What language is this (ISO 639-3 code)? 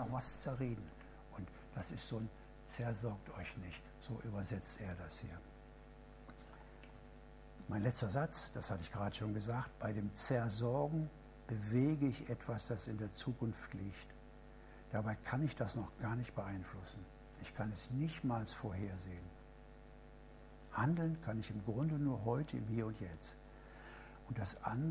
deu